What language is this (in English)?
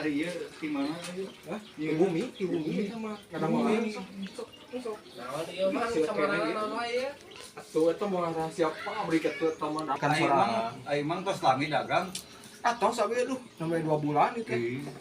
Sundanese